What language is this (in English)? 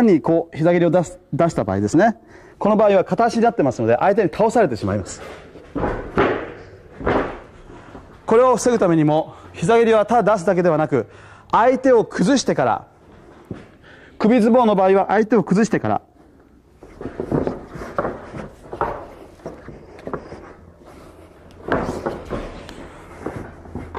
Japanese